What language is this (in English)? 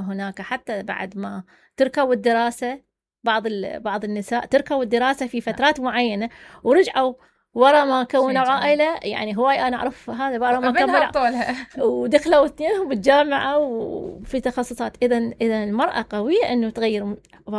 Mesopotamian Arabic